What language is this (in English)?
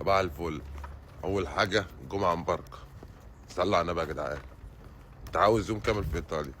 Egyptian Arabic